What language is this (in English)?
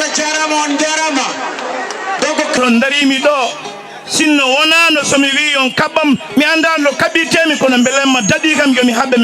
Fula